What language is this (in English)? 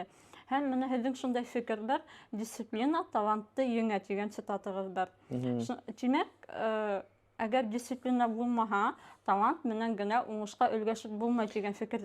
Bashkir